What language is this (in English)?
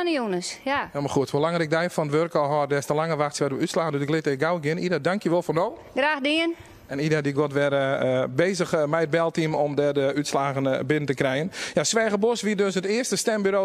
Western Frisian